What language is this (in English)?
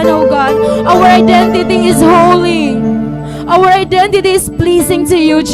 Waray